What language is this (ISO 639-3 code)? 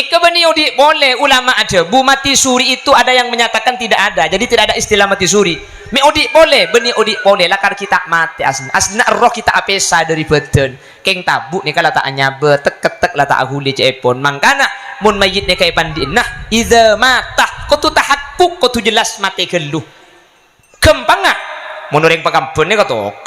mad